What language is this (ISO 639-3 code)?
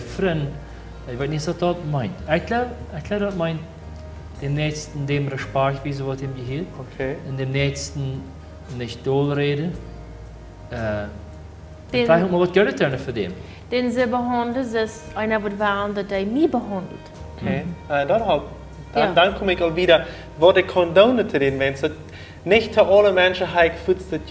pdt